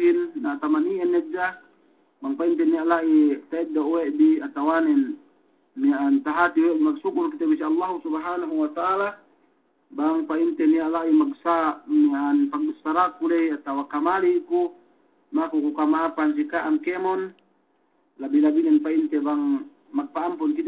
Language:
Yakan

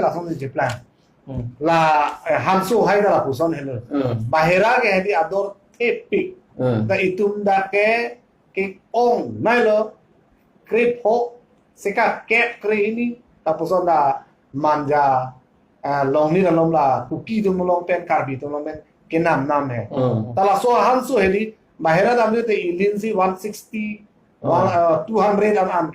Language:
Karbi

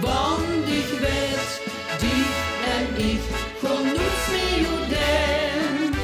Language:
Limburgish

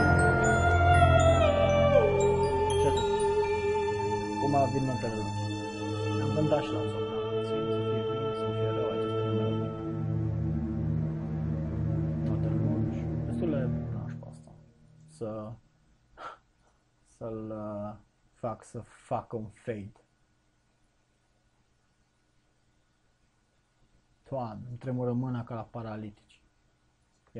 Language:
Romanian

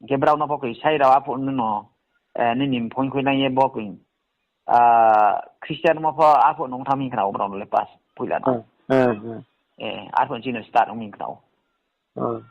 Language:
Riang (India)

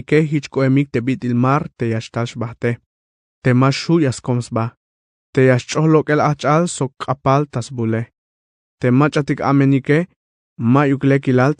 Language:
Tzeltal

